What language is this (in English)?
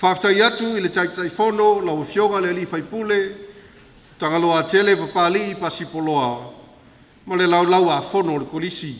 Samoan